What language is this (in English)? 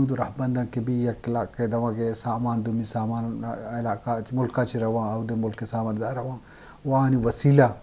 Eastern Balochi